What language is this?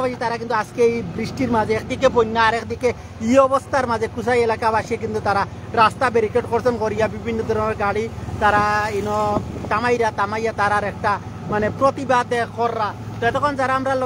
Sylheti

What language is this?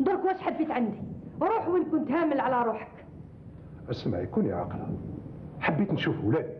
Algerian Arabic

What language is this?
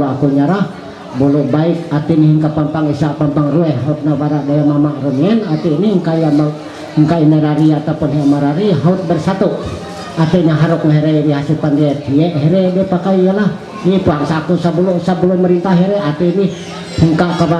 Ma'anyan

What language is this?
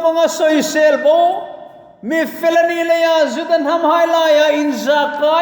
Hmar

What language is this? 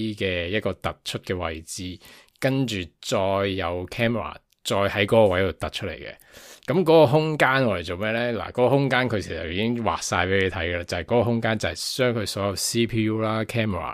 Cantonese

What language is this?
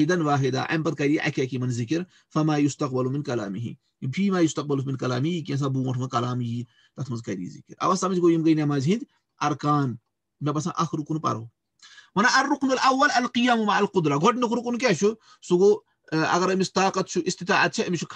Kashmiri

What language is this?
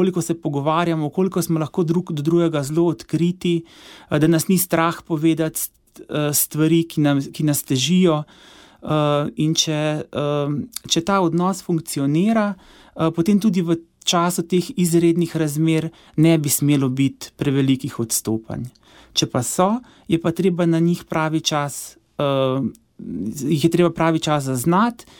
Slovenian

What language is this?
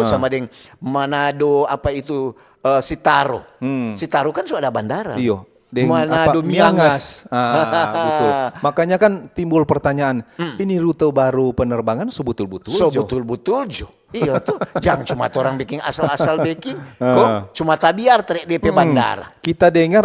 Manado Malay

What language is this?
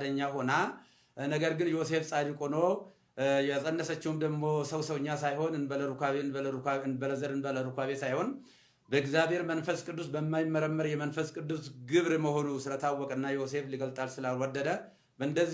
Amharic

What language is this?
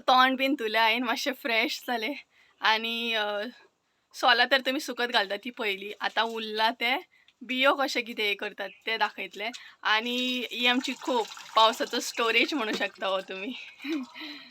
Konkani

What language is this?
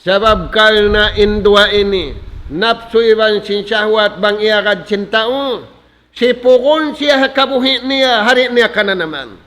Tausug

